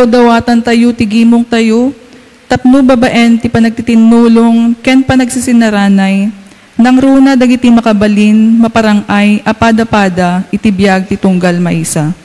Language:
Iloko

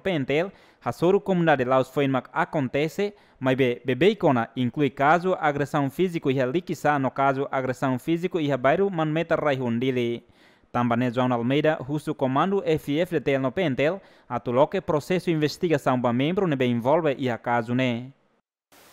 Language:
Tetum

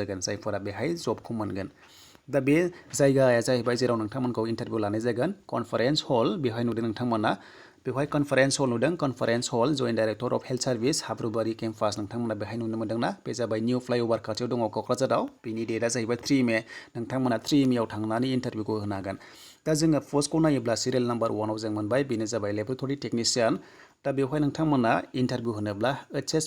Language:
Bodo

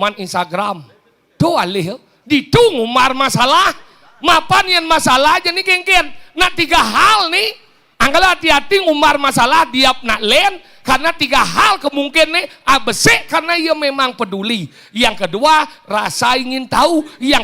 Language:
Balinese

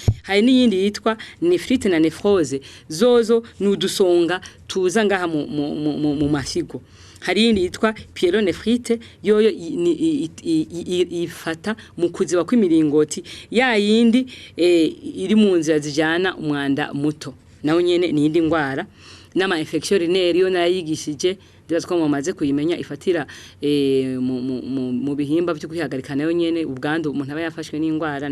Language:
Rundi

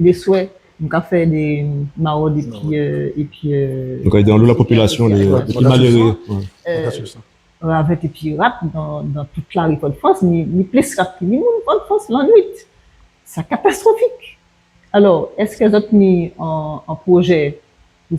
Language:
Guadeloupean Creole French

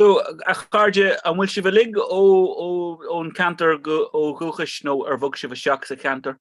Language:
Irish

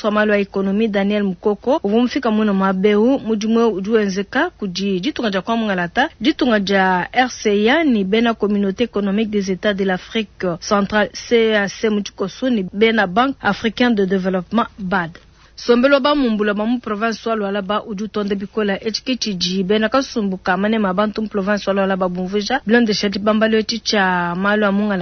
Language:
Luba-Lulua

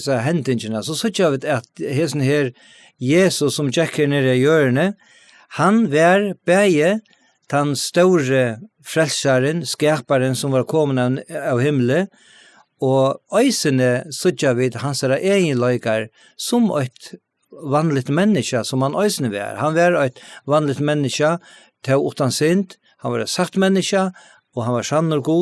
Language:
Faroese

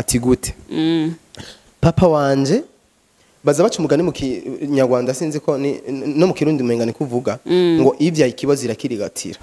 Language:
Rundi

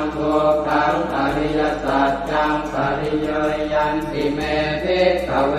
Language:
Pali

